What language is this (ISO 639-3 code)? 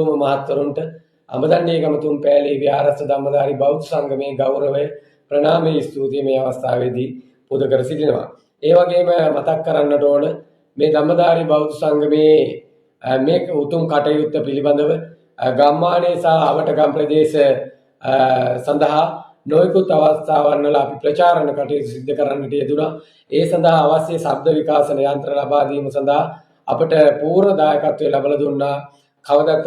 sin